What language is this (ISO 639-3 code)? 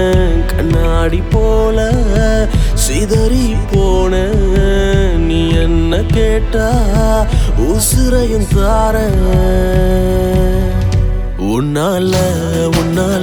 tam